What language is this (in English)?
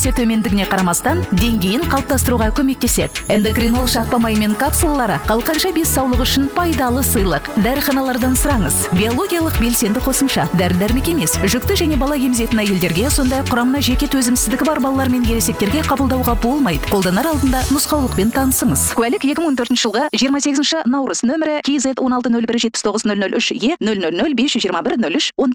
Kazakh